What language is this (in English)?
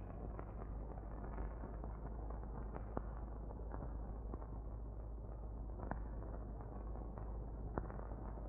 Malayalam